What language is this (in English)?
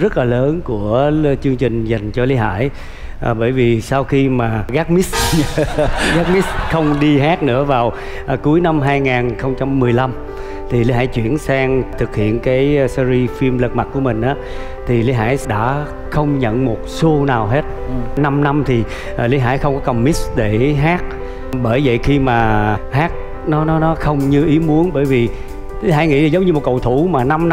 Vietnamese